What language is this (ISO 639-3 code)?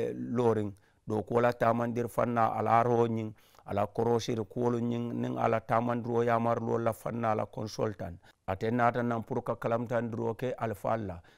man